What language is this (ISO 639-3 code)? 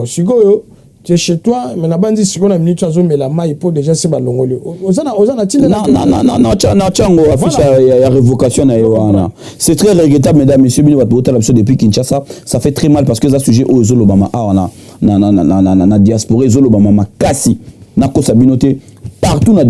lin